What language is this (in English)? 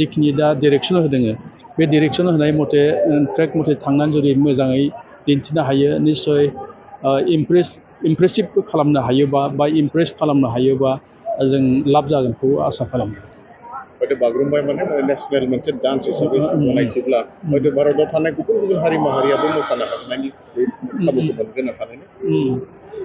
Bodo